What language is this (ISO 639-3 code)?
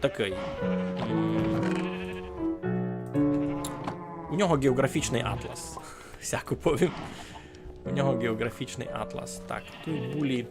rue